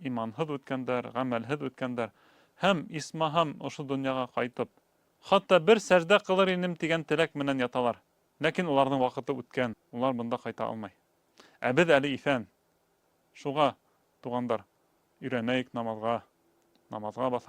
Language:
Bashkir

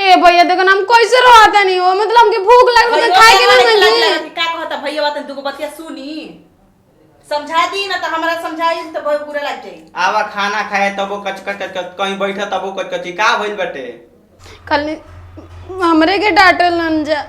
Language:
Bhojpuri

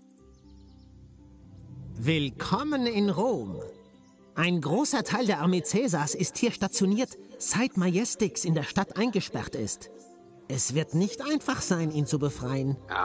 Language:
German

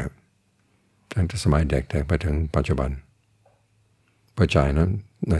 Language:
Thai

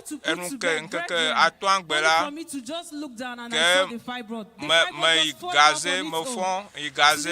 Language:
Ewe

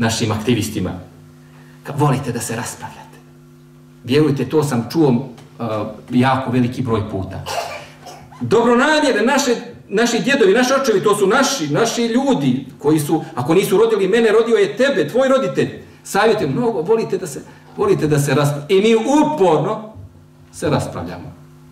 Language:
Bosnian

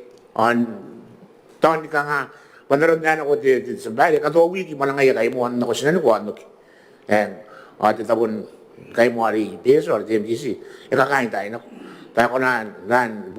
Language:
Gilbertese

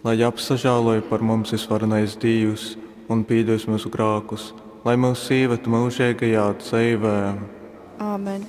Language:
Latgalian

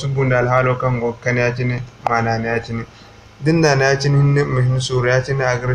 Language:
Zarma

